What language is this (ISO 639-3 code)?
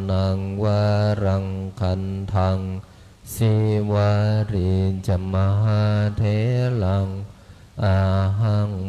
pli